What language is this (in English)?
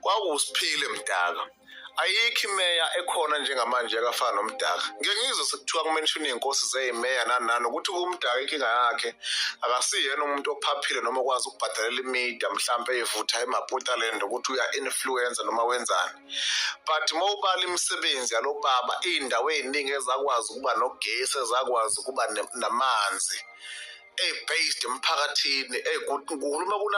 Zulu